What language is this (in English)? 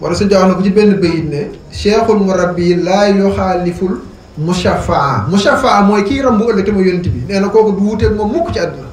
Wolof